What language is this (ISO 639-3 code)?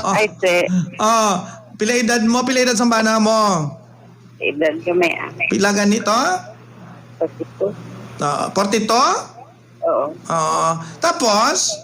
hil